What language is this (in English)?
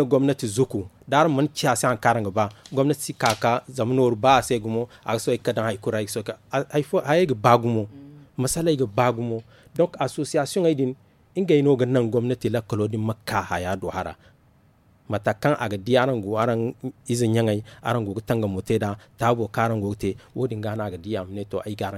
Zarma